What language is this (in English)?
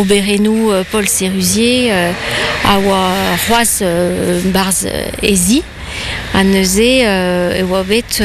Breton